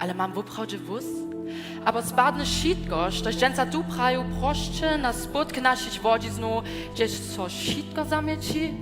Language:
Upper Sorbian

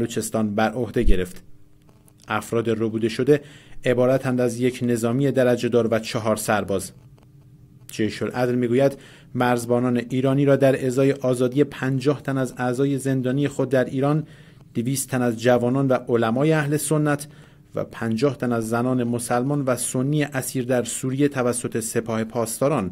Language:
Persian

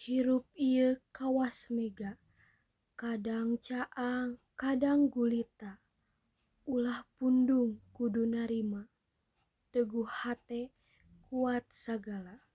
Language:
Sundanese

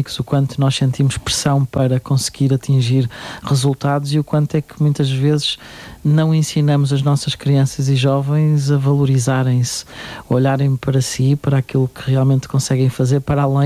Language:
Portuguese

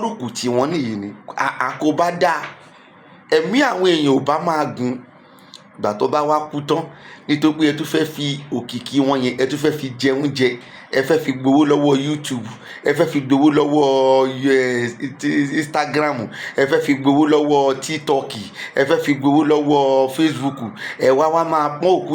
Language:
Yoruba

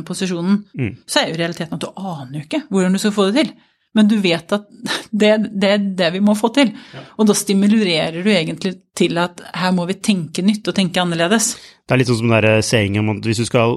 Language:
Norwegian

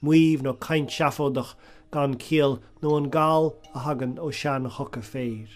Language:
Irish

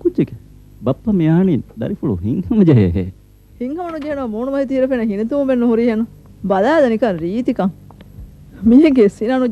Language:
Divehi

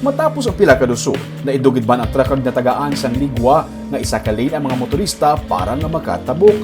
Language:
Hiligaynon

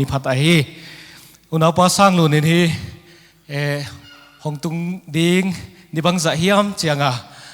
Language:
Paite Chin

